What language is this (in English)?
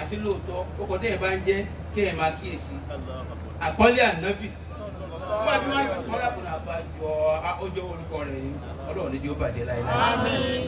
Yoruba